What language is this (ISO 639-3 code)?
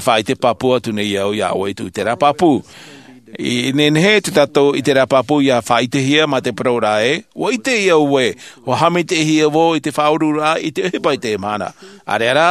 tah